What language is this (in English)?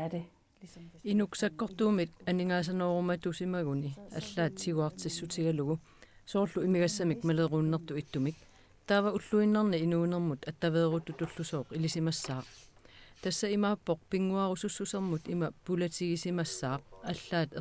Kalaallisut